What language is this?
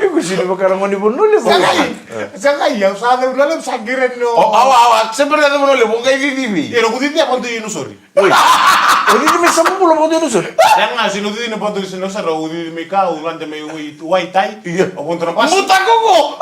Fijian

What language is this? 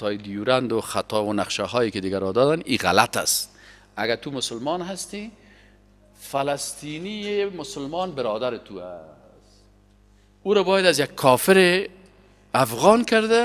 Persian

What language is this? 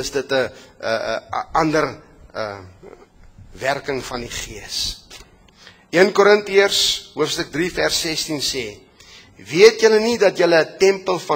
Afrikaans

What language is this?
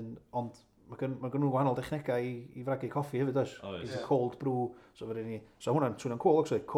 Welsh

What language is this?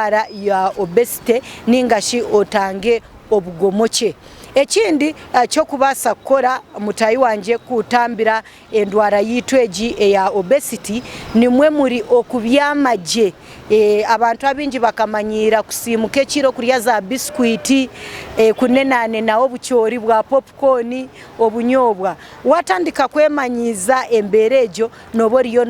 Nyankole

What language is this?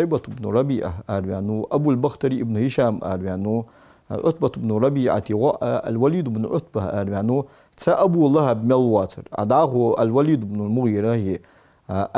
Ingush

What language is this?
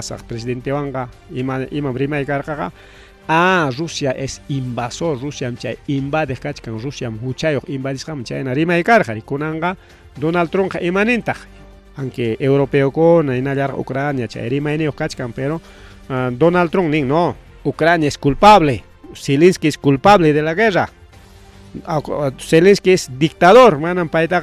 Ayacucho Quechua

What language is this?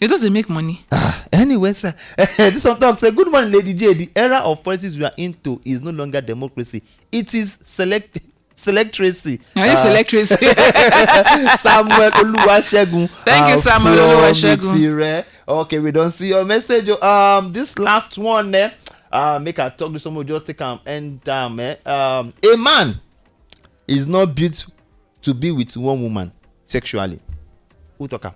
Nigerian Pidgin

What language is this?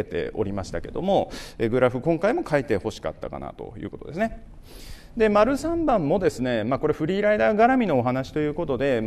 Japanese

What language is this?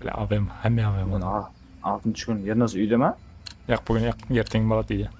Kara-Kalpak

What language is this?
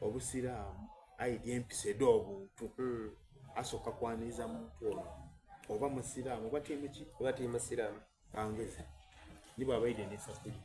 Soga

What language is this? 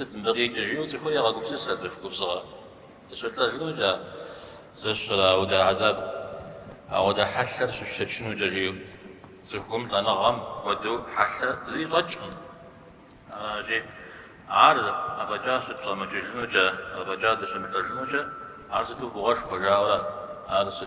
Kabardian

